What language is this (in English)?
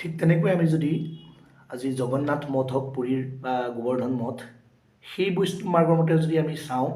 Assamese